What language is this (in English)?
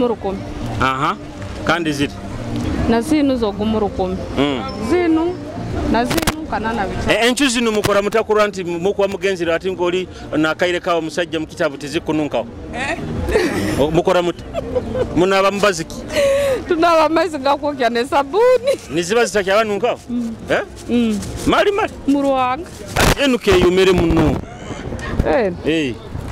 Nyoro